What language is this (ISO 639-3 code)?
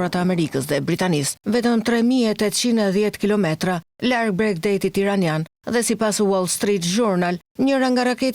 sqi